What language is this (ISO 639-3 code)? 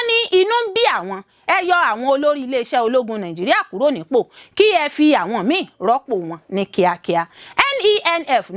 yor